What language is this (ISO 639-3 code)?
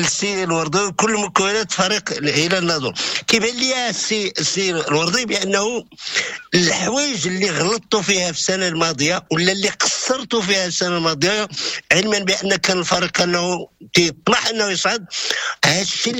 ary